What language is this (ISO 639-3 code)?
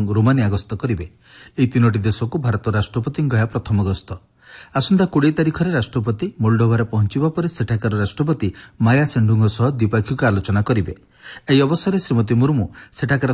ori